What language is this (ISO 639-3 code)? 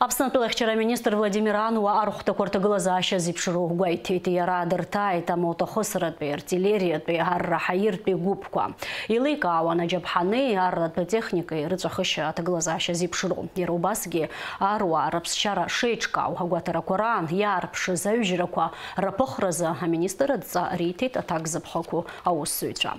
abk